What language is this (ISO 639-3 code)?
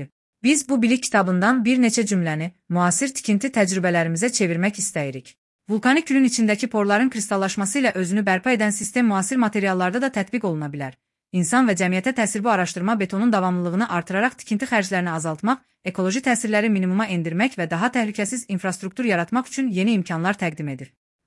aze